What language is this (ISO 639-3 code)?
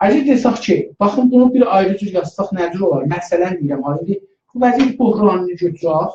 azb